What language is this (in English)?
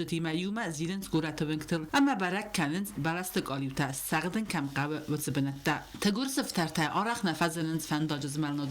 Ossetic